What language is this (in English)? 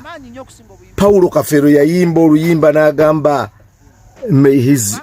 Ganda